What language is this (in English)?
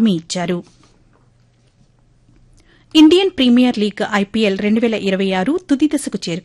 Telugu